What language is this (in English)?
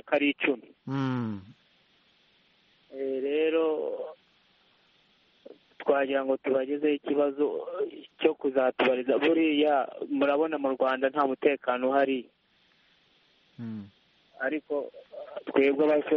Kinyarwanda